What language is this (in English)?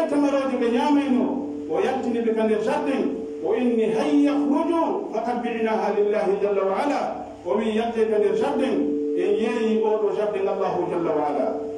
Pular